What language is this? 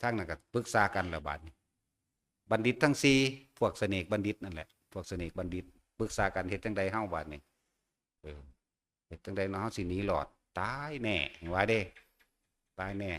Northeastern Thai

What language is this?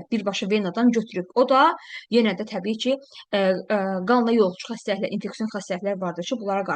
Azerbaijani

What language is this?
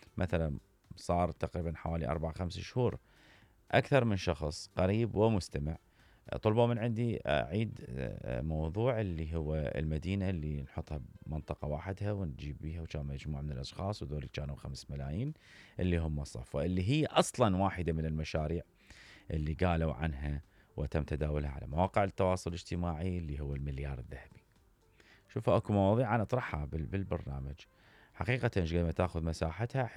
Mesopotamian Arabic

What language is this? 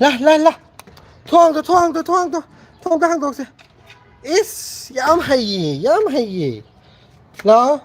Manipuri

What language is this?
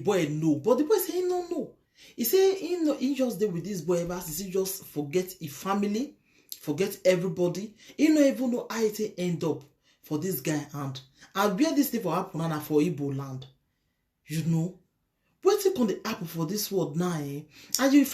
Nigerian Pidgin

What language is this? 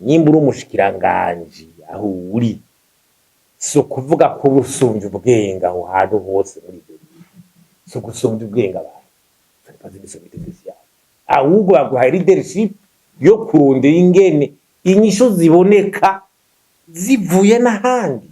Rundi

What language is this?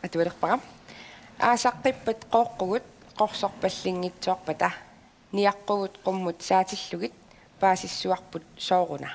Kalaallisut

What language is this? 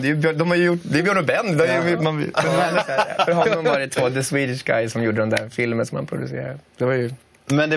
Swedish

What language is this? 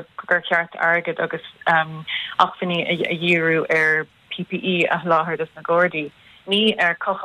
Irish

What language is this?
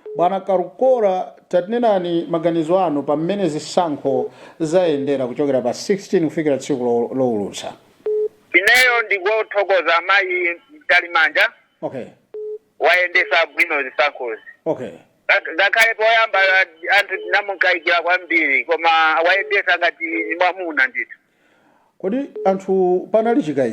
Nyanja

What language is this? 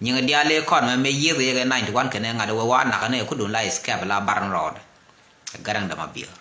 Nuer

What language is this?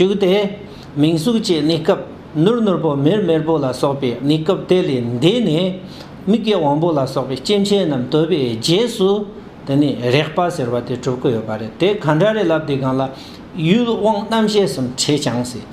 Tibetan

